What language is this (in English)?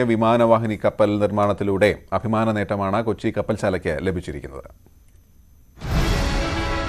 Malayalam